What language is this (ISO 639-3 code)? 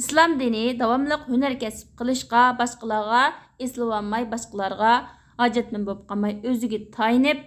uig